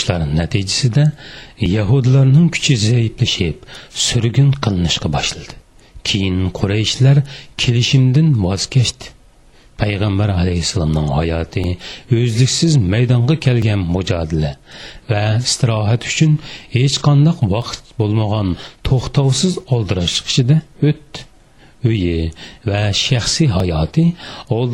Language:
Uyghur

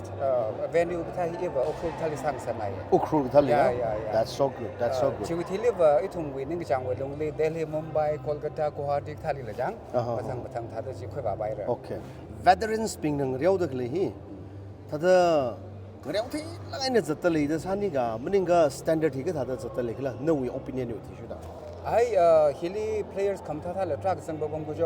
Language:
Tangkhul Naga (India)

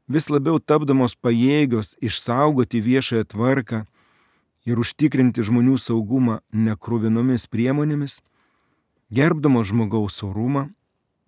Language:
Lithuanian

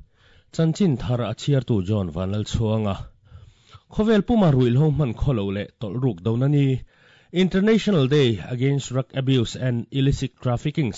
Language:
Mizo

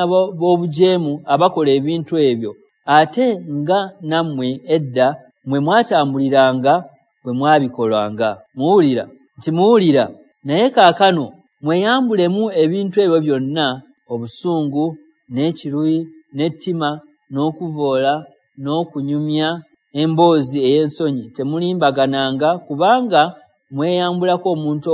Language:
Ganda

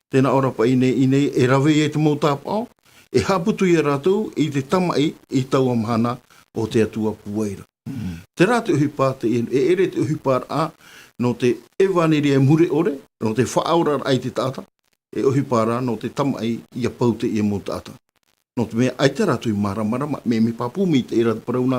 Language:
Tahitian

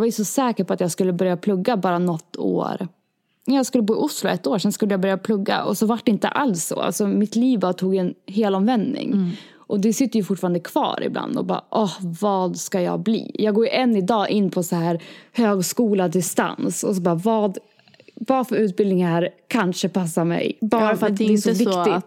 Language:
Swedish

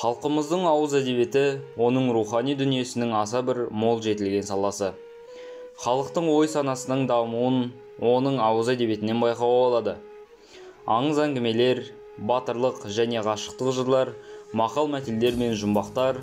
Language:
Kazakh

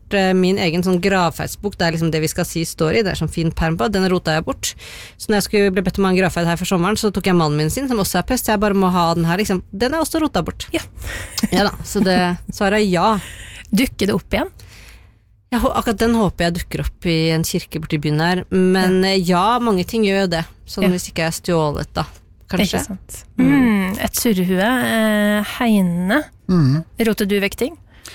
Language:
Norwegian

